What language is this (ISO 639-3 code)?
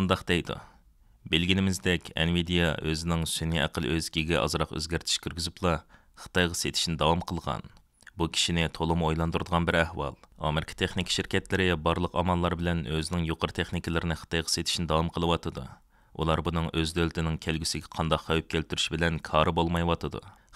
uig